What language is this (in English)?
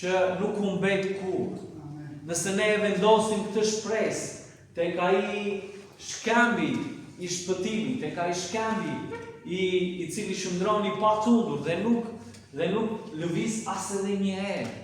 Albanian